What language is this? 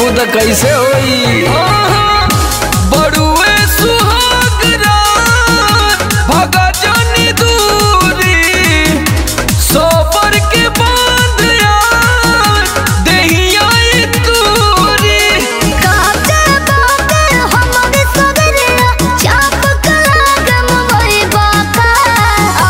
Bhojpuri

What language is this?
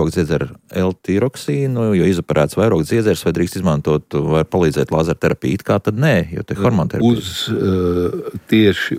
Latvian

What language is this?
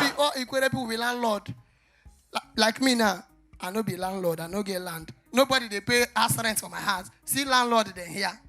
Nigerian Pidgin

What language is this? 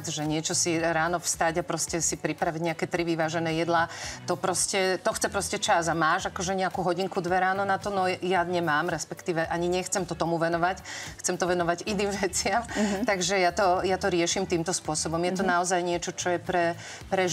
Slovak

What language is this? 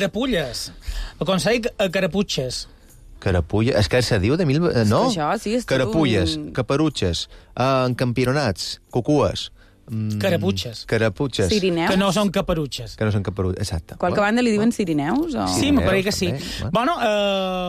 Catalan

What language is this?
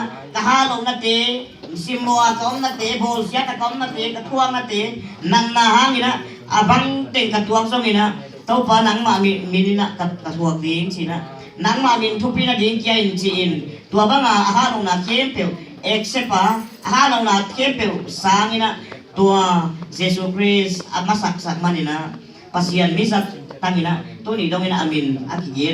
Tedim Chin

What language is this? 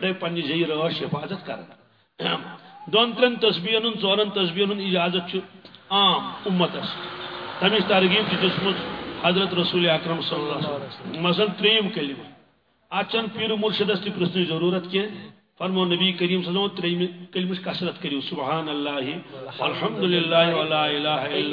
Kashmiri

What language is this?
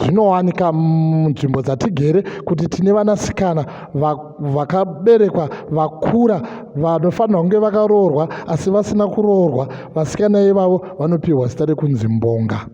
Shona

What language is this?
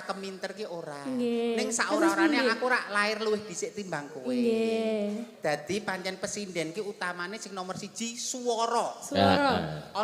Javanese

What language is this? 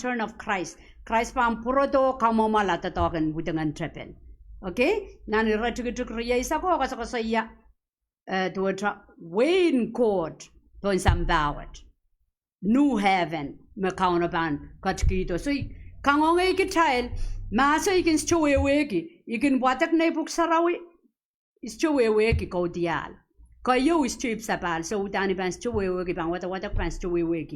Pohnpeian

